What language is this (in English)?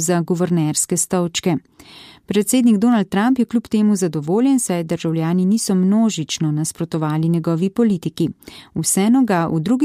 Slovenian